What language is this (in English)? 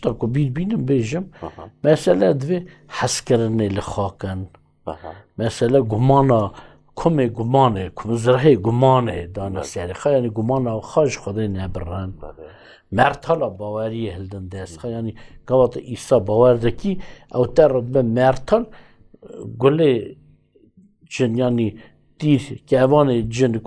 Kurdish